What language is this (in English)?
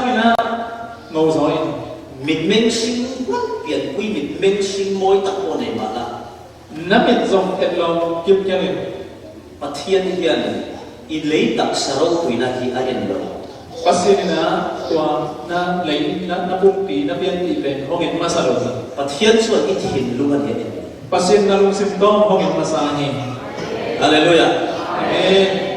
Falam Chin